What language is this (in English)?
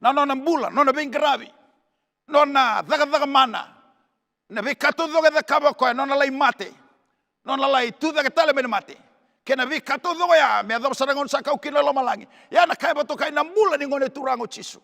Fijian